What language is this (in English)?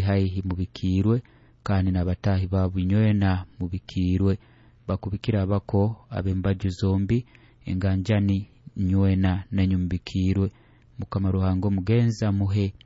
Nyoro